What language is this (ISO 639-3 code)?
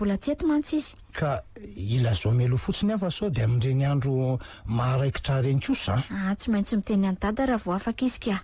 mlg